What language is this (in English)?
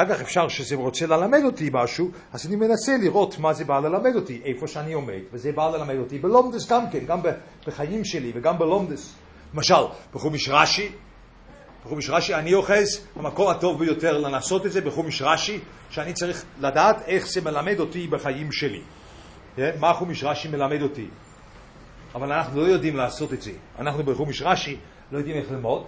Hebrew